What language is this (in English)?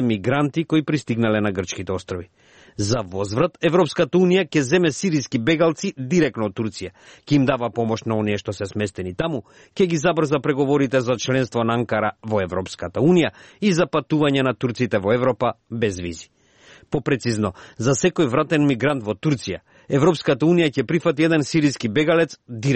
Macedonian